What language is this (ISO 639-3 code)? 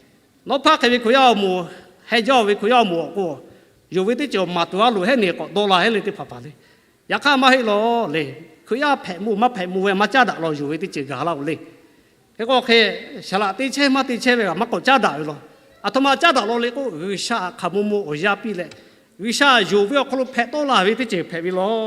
lhu